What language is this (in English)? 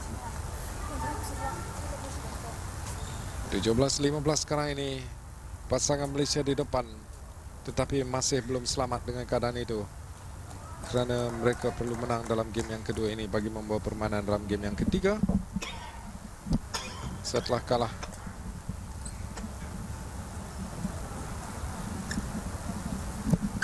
Malay